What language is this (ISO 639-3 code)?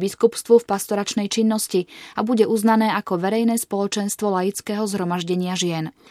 slk